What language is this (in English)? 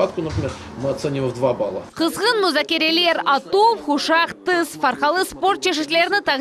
Crimean Tatar